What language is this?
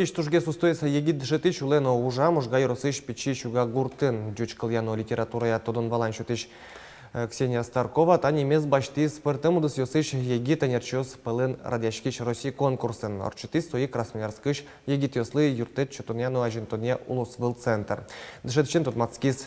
Udmurt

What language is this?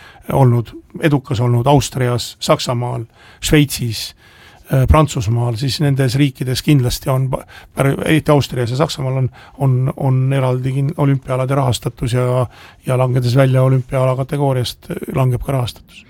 Estonian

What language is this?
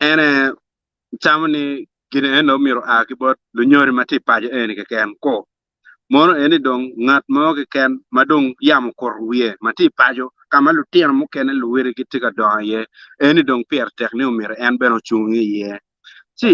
Acoli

